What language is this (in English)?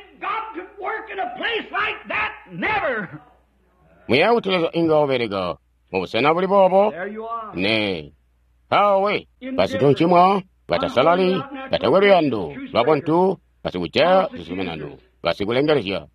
Tonga (Zambia)